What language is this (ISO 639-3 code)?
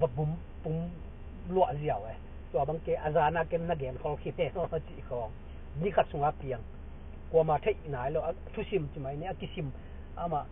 ctd